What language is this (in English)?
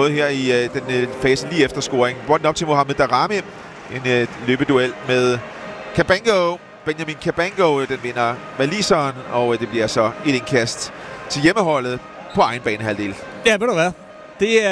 Danish